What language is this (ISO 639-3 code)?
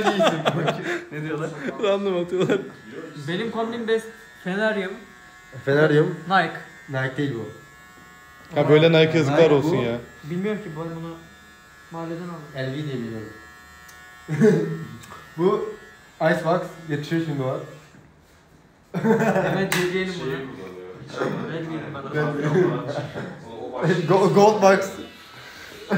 tur